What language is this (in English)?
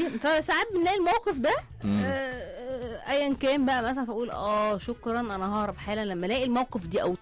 Egyptian Arabic